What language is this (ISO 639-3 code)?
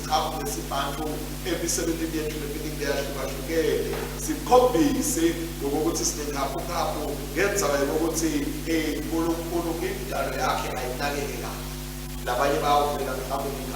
ssw